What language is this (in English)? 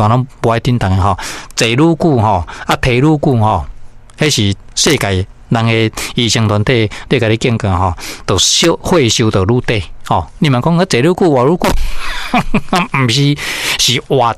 Min Nan Chinese